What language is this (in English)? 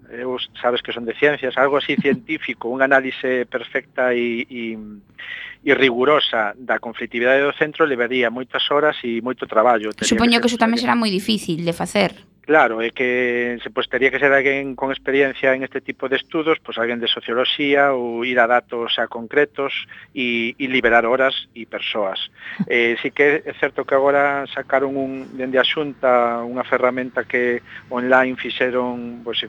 Galician